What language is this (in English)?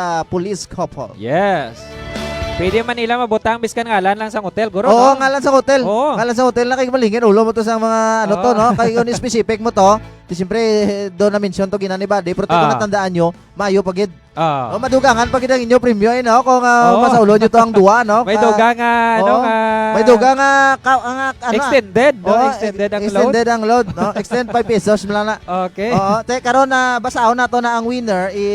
Hiligaynon